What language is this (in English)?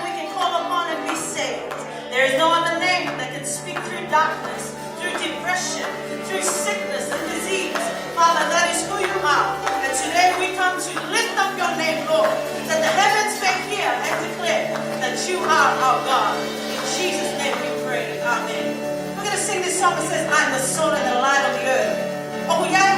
Tongan